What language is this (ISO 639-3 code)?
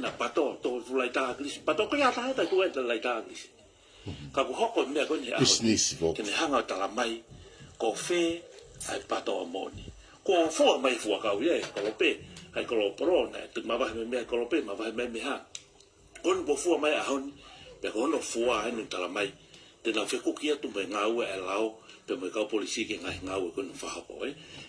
ton